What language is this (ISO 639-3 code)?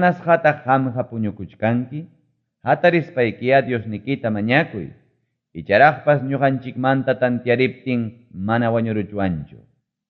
quy